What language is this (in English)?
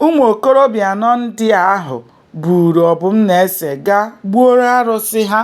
Igbo